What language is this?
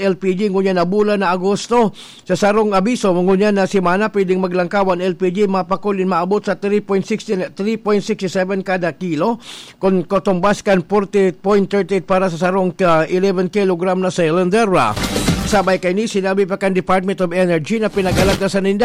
Bikol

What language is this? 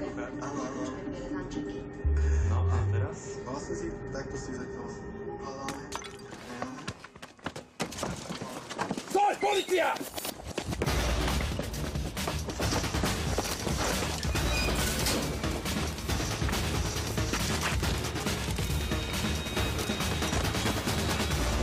Slovak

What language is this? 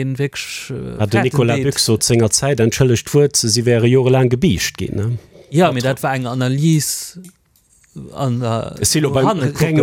Luxembourgish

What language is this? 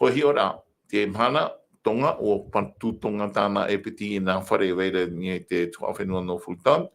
Tahitian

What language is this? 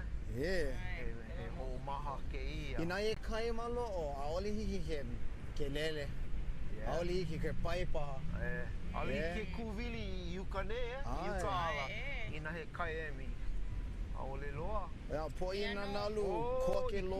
Hawaiian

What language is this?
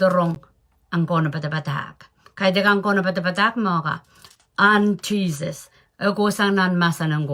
Pohnpeian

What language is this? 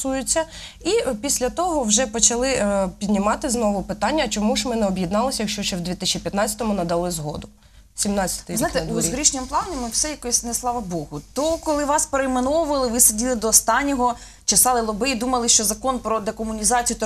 Ukrainian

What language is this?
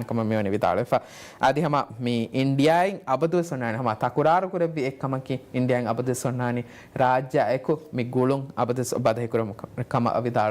Divehi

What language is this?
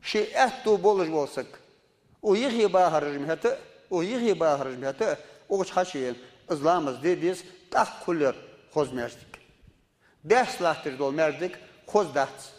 Ingush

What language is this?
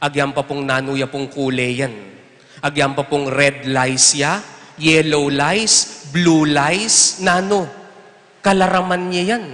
Pampanga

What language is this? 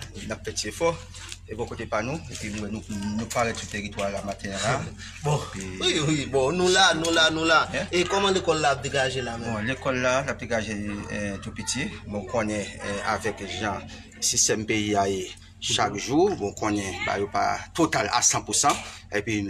Haitian Creole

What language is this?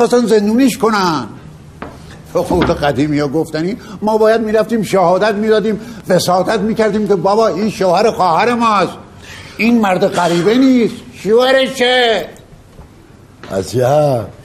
Persian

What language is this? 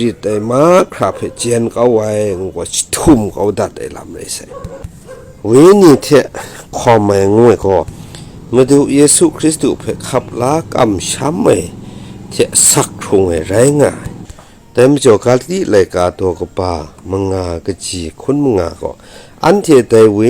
Kachin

